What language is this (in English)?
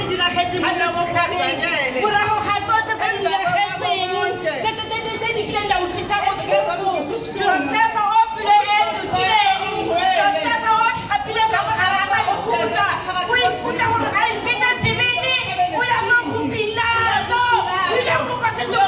Tswana